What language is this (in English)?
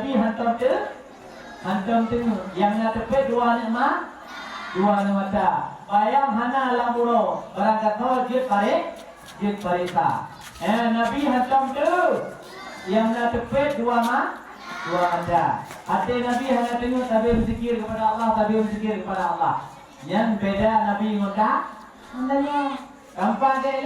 Achinese